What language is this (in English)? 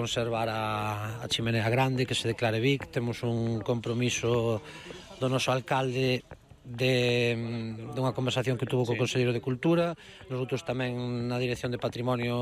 Galician